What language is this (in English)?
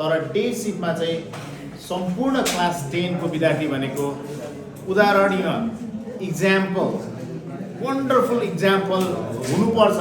Nepali